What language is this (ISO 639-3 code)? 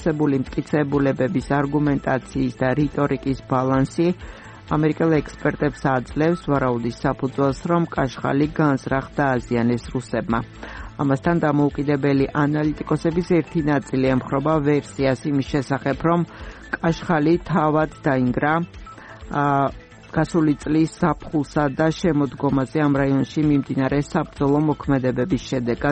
kat